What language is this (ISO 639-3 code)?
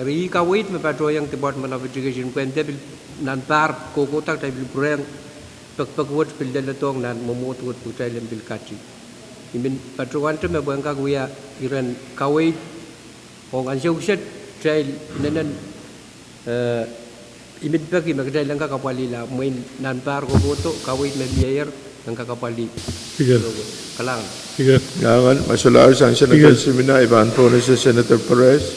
pon